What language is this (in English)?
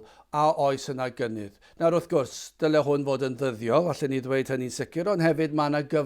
Welsh